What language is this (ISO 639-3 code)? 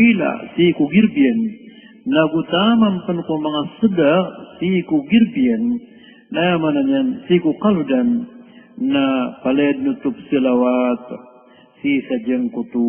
mrw